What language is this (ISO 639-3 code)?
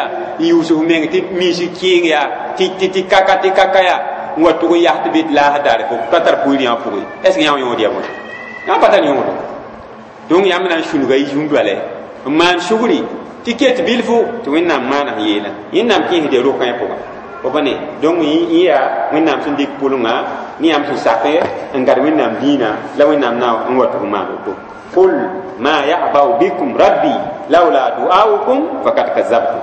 mos